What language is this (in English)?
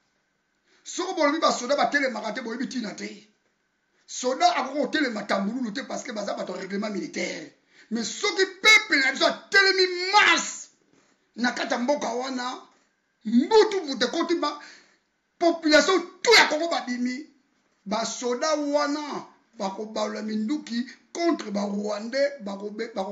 Lingala